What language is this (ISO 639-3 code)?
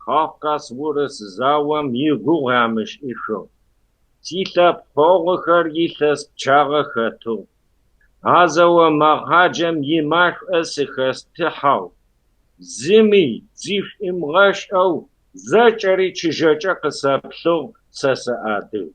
kbd